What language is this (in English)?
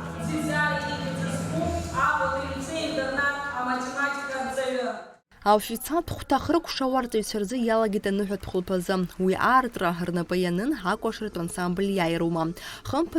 Abkhazian